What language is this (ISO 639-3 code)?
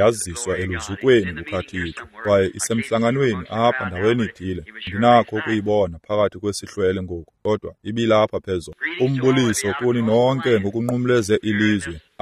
xho